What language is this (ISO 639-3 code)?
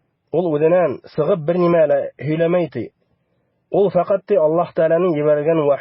bak